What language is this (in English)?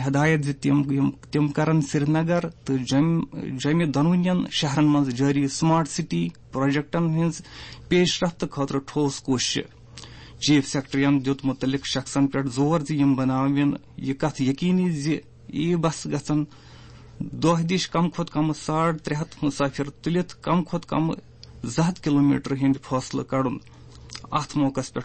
Kashmiri